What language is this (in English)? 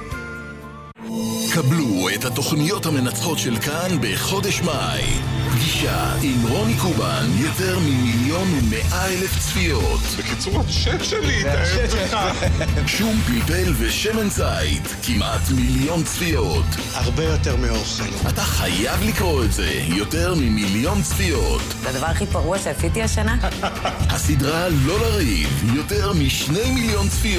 Hebrew